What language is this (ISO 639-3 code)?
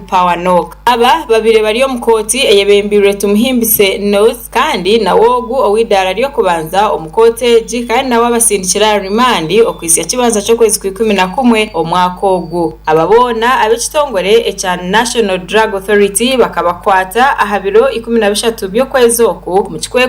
nyn